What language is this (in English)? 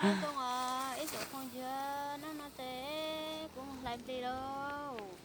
Hmong